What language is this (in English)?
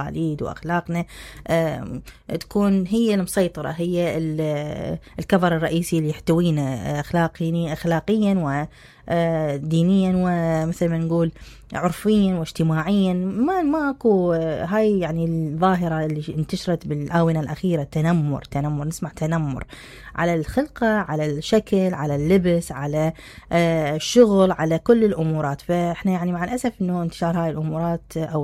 Mesopotamian Arabic